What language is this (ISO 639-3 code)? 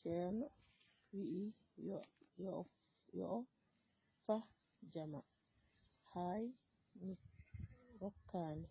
ful